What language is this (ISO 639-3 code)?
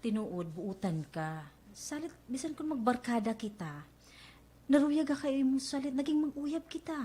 war